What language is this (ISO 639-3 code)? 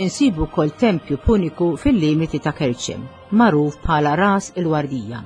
mlt